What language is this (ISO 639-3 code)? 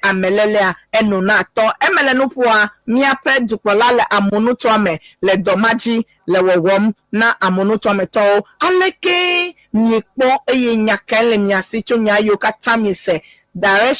ewe